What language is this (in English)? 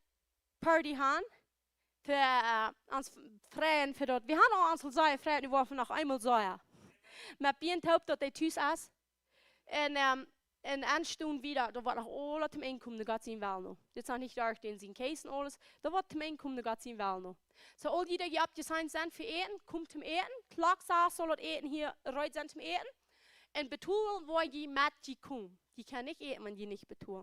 Plautdietsch